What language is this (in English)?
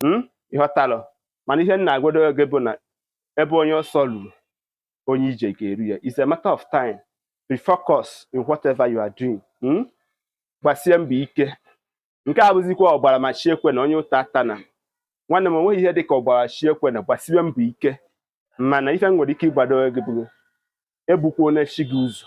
Igbo